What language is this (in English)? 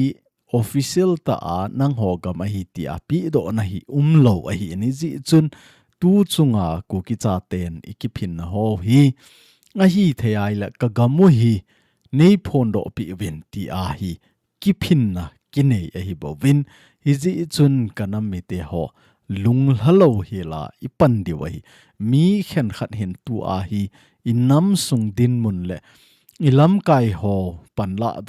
Thado Chin